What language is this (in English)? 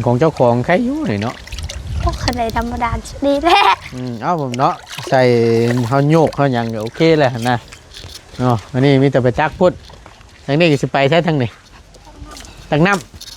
Lao